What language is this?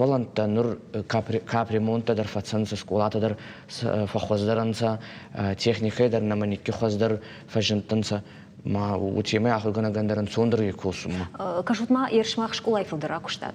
Ossetic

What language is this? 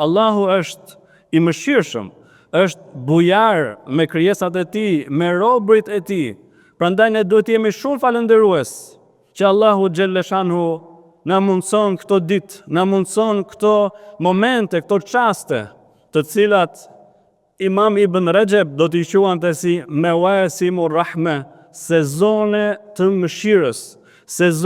Albanian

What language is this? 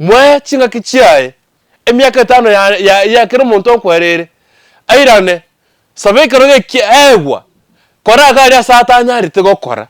Gusii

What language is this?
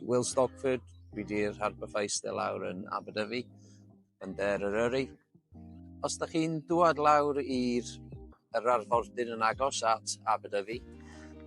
Welsh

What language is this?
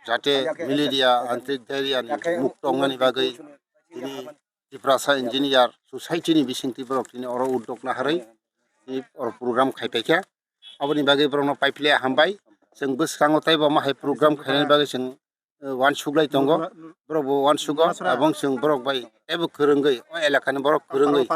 Kok Borok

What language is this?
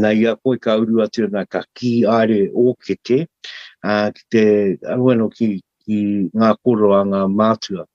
Māori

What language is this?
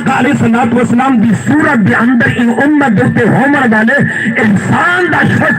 Saraiki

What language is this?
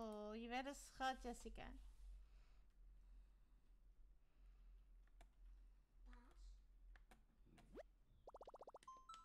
Dutch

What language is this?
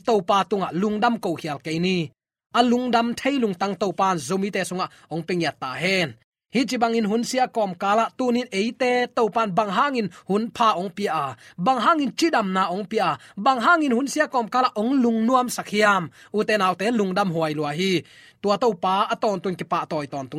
Tedim Chin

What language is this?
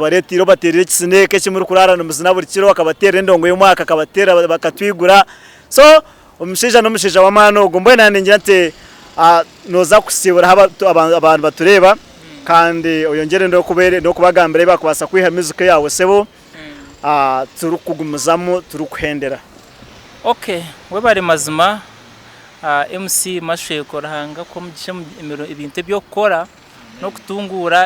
Nyankole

